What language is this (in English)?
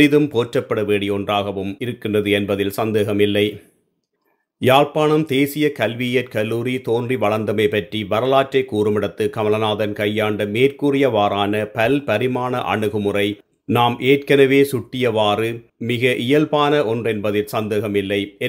Tamil